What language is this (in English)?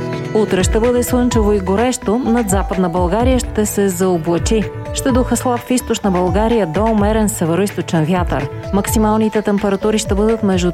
Bulgarian